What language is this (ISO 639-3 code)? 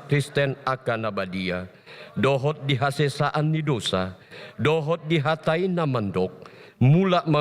bbc